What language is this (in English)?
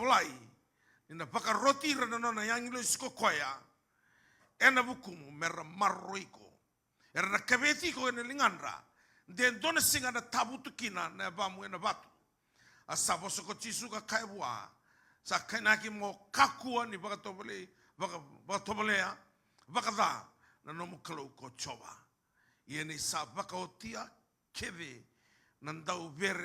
Fijian